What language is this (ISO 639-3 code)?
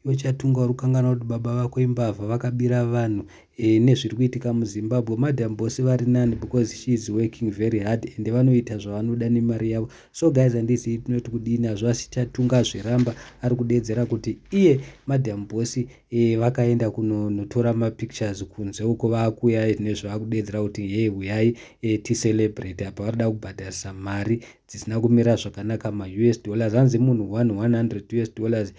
sna